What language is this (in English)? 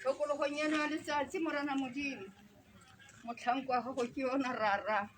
Tswana